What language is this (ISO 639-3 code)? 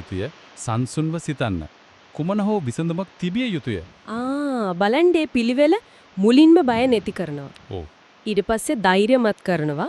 sin